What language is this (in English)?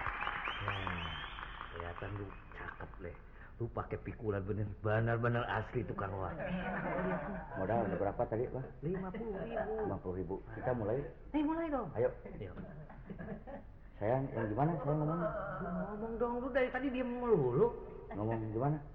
Indonesian